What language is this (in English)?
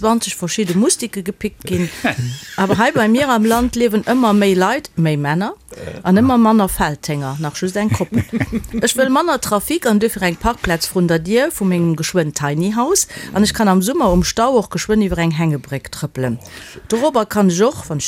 Luxembourgish